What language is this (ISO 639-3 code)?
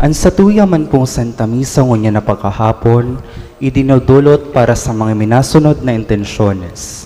bik